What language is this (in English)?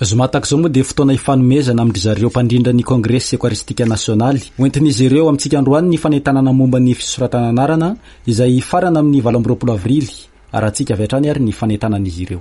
Malagasy